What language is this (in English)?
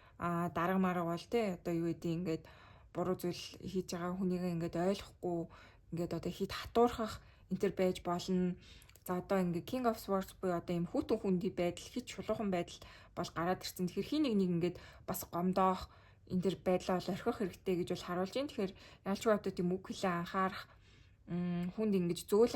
Mongolian